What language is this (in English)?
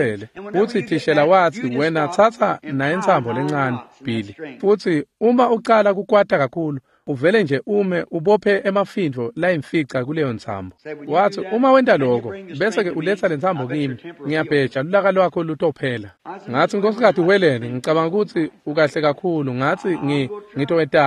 Swati